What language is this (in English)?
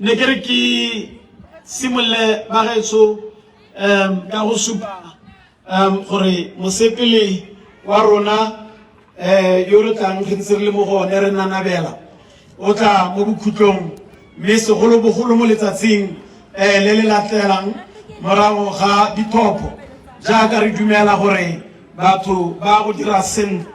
Tswana